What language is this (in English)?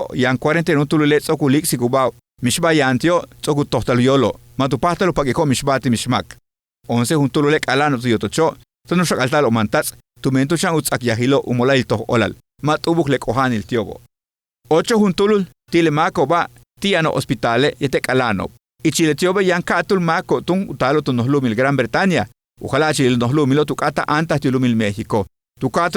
Yucateco